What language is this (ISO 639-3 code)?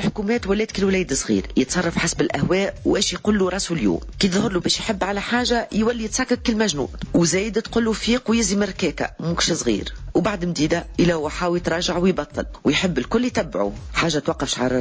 aeb